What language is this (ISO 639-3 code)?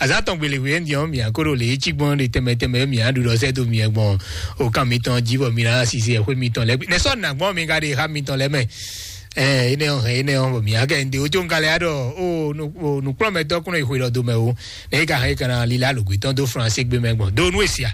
fon